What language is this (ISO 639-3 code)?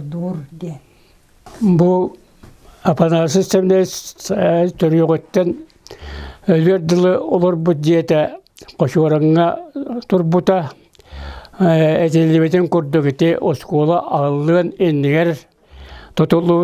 sah